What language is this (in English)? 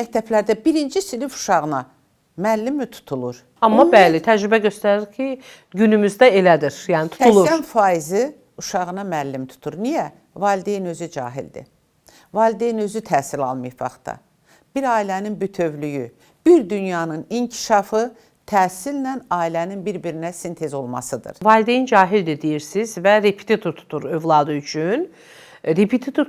Azerbaijani